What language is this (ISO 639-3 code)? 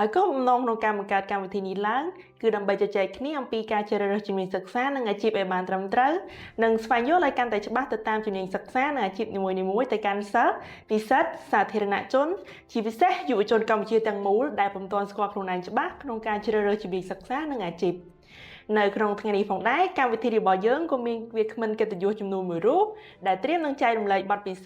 khm